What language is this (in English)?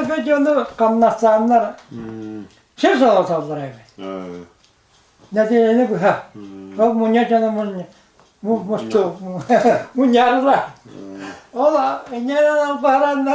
Yakut